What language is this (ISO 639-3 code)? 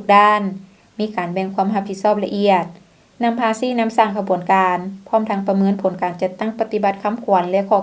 lao